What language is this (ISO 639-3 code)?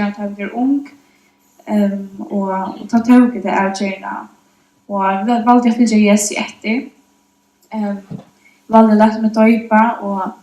fao